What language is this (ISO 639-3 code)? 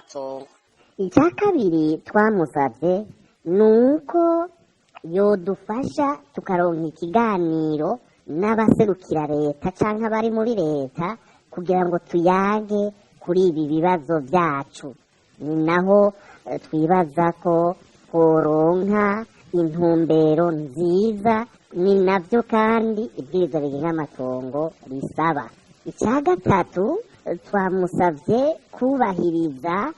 run